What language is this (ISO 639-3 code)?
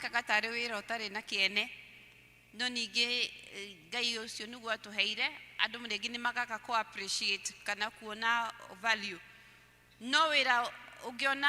kik